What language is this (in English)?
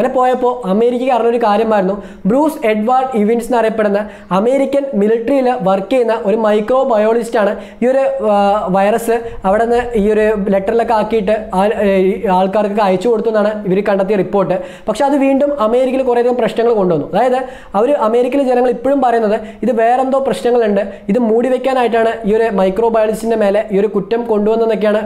Malayalam